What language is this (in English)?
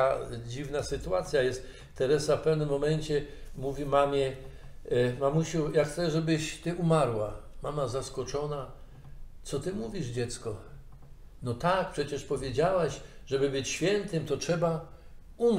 Polish